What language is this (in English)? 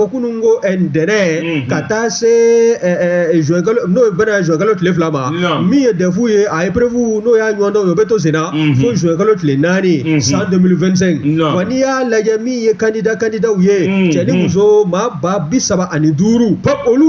Bambara